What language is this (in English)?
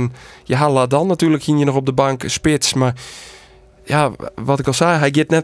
Western Frisian